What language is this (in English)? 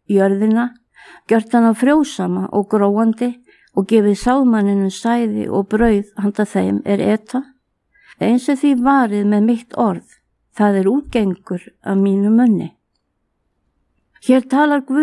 Icelandic